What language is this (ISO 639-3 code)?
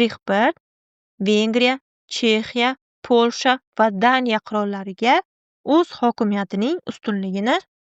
uzb